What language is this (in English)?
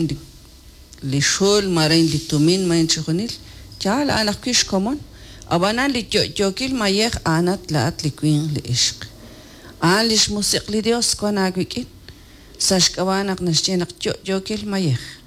Kekchí